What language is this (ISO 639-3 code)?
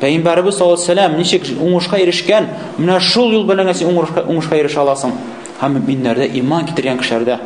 tat